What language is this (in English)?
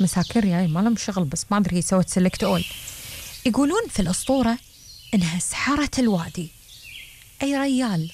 Gulf Arabic